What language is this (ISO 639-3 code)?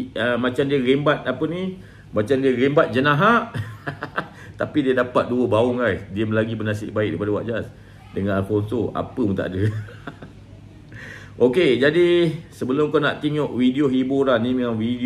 msa